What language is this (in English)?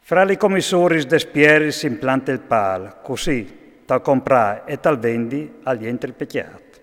Friulian